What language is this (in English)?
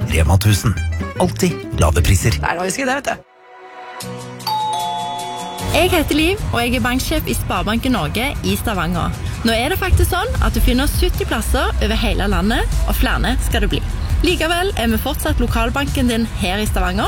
Norwegian